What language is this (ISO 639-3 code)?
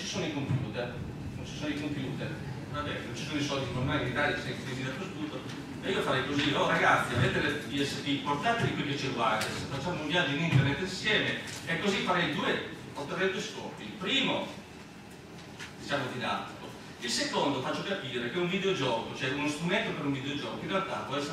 ita